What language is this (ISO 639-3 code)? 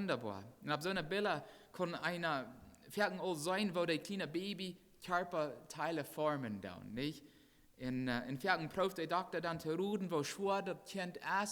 pdt